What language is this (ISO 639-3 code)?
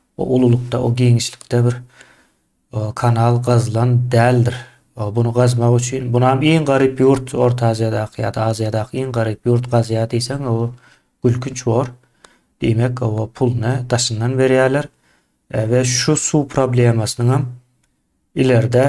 tuk